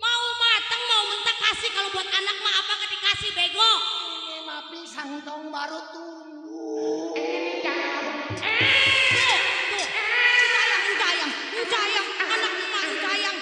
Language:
Betawi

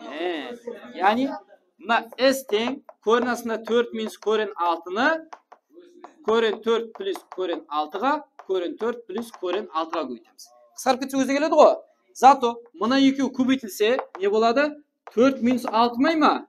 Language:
Kara-Kalpak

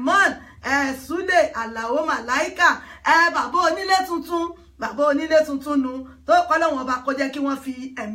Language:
Yoruba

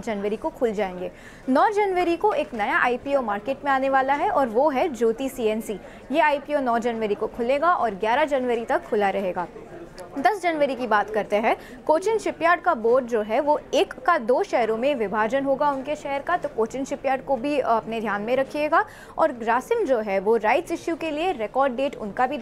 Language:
Hindi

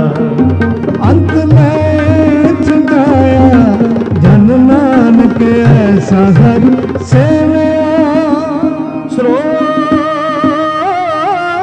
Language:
Punjabi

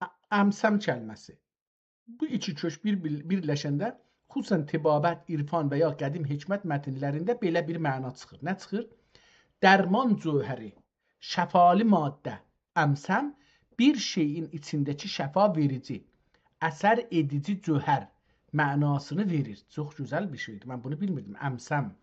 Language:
South Azerbaijani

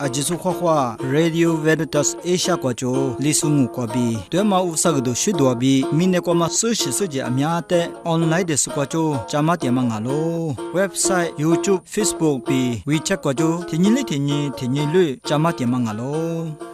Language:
Lisu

